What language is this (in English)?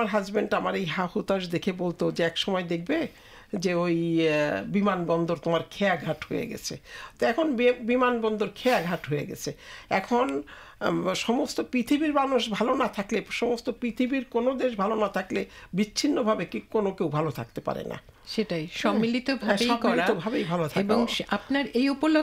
Bangla